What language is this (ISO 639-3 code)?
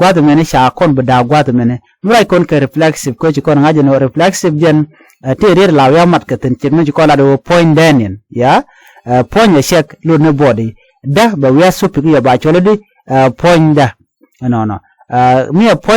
nus